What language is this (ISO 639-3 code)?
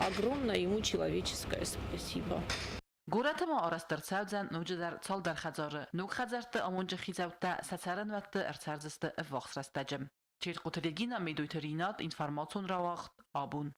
oss